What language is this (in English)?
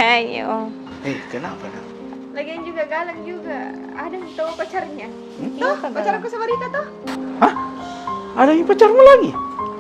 Makassar Malay